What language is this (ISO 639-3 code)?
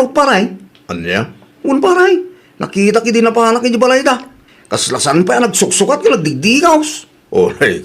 ilo